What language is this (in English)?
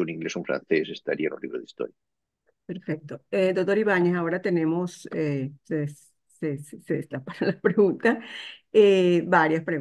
Spanish